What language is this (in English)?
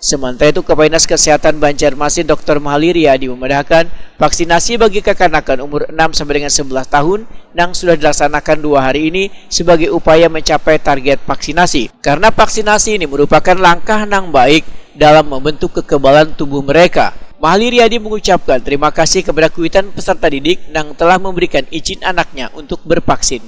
Banjar